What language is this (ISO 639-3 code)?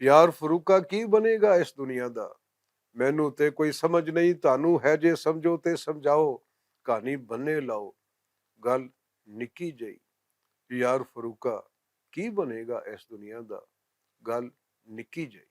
lah